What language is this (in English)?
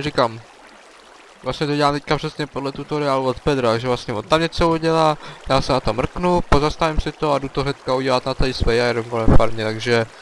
Czech